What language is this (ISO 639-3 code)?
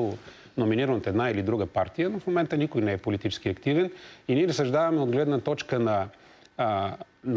bul